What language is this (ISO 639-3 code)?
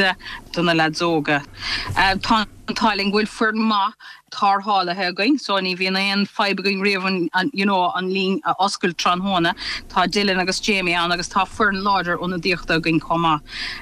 gle